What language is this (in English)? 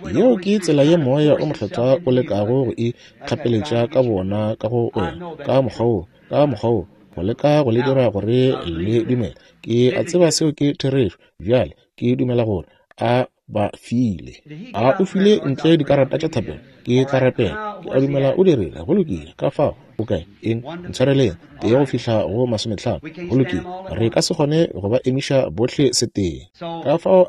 Northern Sotho